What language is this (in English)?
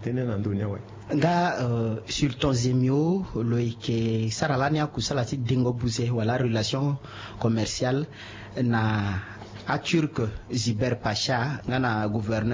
Sango